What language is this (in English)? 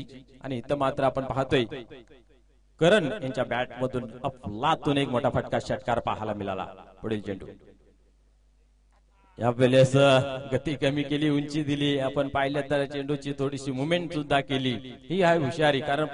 Marathi